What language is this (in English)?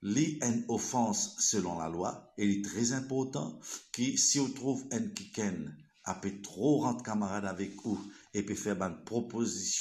Morisyen